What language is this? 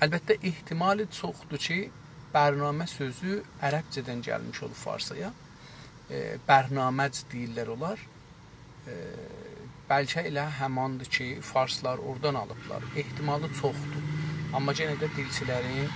South Azerbaijani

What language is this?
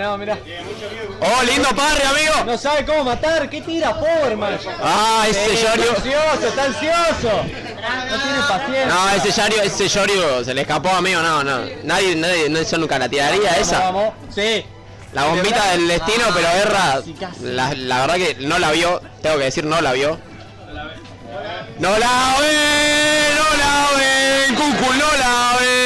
Spanish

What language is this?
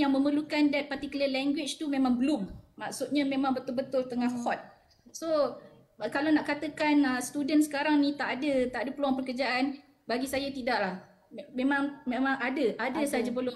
Malay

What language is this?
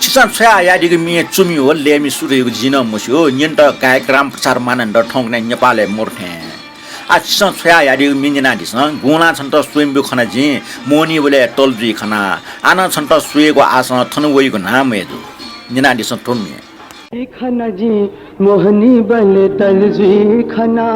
Newari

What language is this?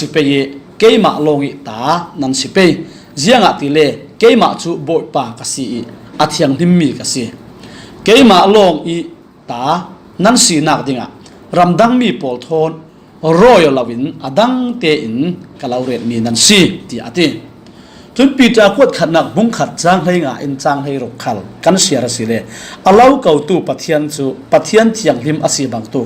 Falam Chin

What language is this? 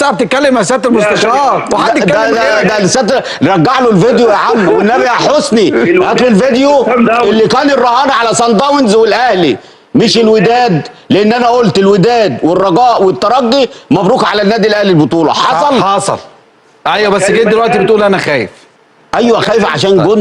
Egyptian Arabic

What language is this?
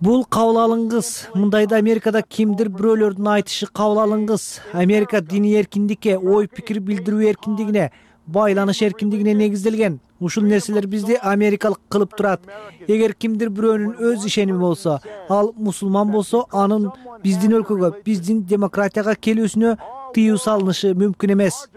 Kyrgyz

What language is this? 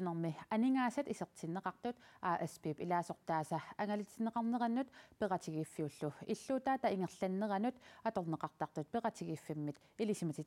Kalaallisut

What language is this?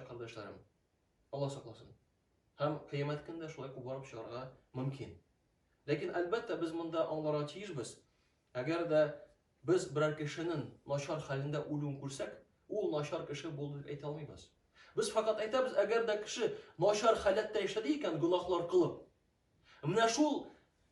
Tatar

